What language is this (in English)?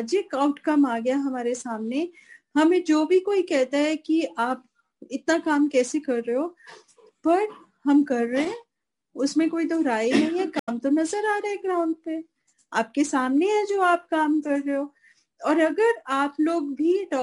Hindi